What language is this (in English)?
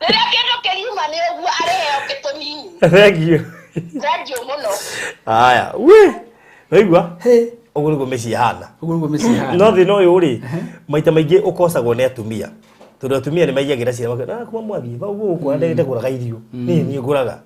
Kikuyu